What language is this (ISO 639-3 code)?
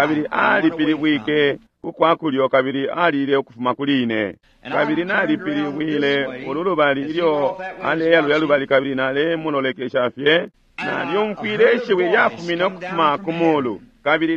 bem